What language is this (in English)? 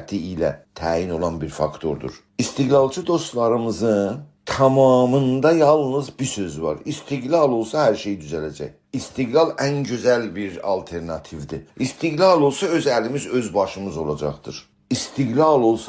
South Azerbaijani